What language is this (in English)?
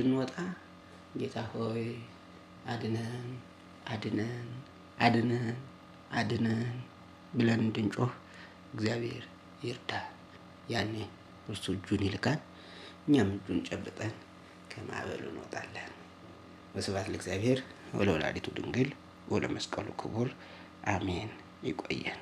Amharic